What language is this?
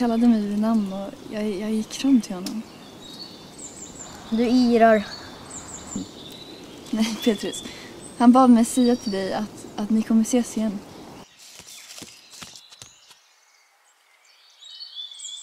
Swedish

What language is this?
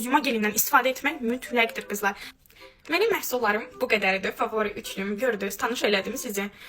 Azerbaijani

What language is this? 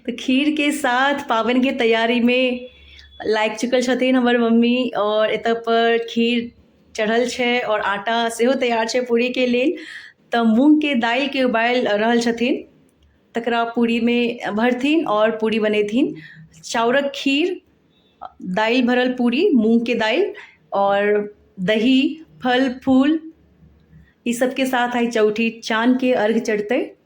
Maithili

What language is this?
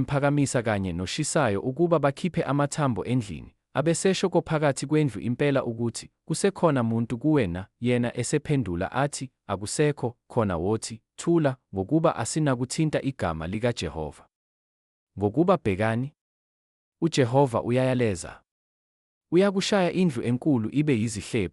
Zulu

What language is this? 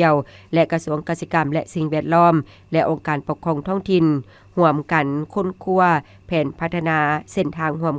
Lao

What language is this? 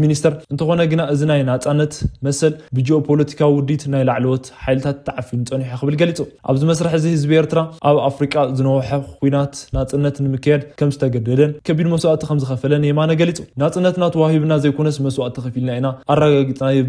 Tigrinya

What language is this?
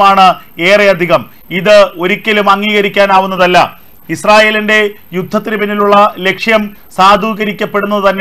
Malayalam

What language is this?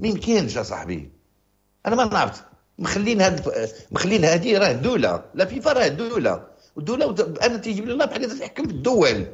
Moroccan Arabic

